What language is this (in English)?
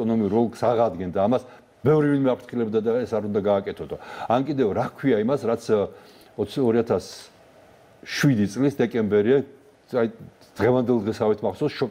Georgian